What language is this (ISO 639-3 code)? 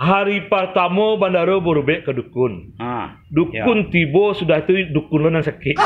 min